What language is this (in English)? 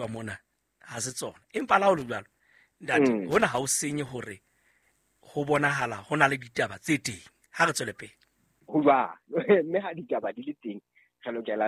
Southern Sotho